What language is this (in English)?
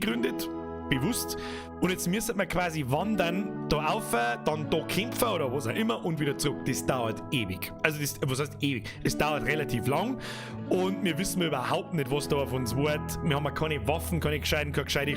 Bavarian